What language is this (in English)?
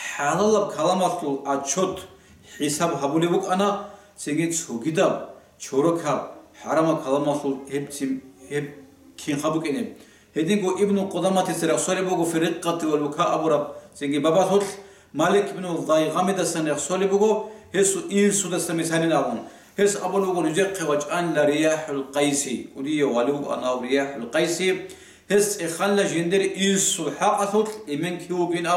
Avaric